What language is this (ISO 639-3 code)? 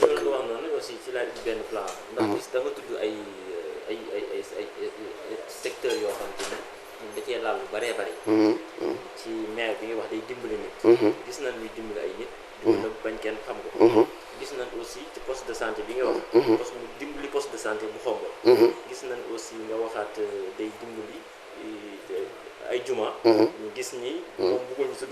wol